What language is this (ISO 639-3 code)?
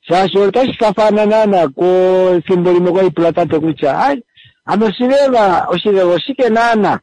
kua